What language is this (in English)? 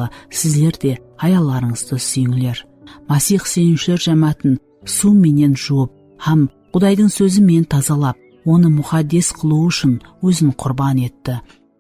Kara-Kalpak